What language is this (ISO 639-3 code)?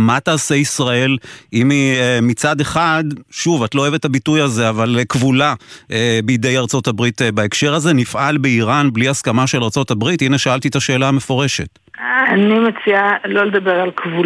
heb